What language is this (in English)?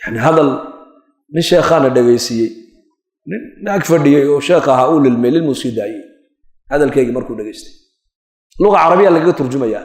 Somali